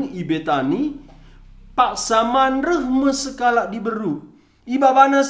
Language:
Batak Karo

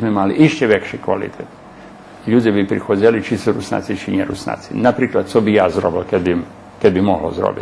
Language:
Rusyn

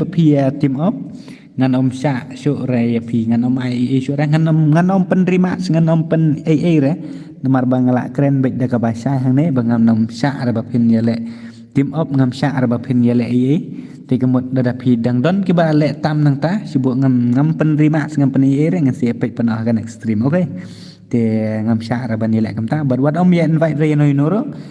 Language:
Khasi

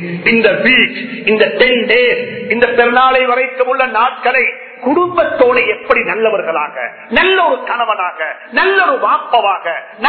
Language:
Tamil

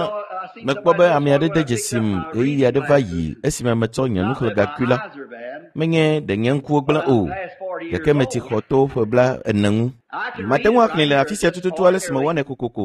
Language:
Ewe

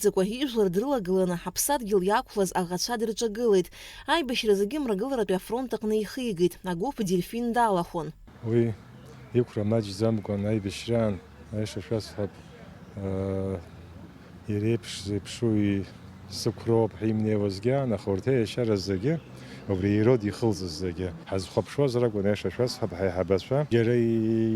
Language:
Abkhazian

